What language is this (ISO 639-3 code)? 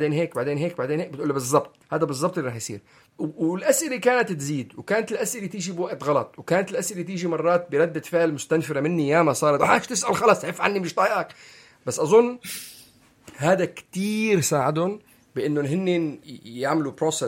apc